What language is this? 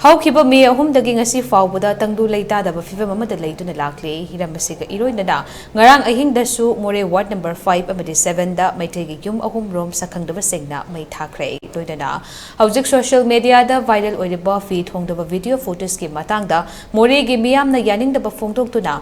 Manipuri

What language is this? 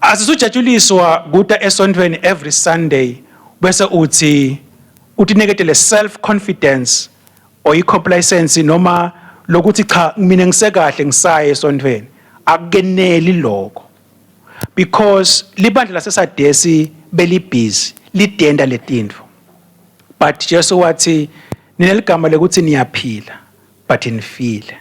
Swati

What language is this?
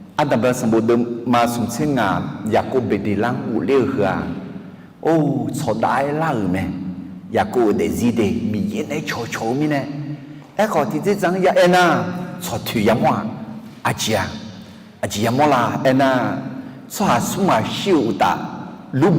Akha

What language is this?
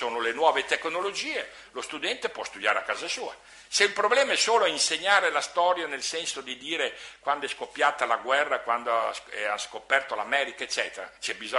Italian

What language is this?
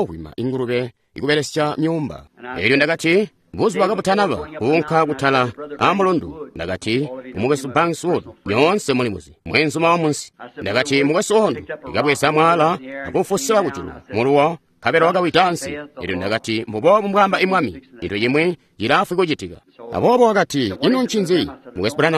Tonga (Zambia)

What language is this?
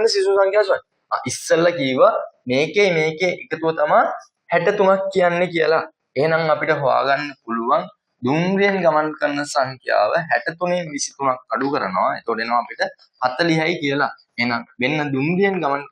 Sinhala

